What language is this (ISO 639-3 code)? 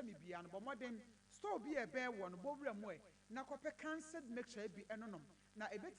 aka